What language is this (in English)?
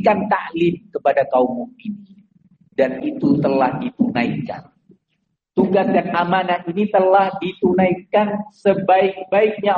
Indonesian